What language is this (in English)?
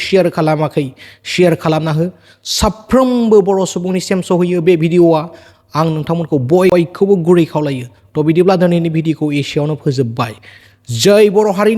Bodo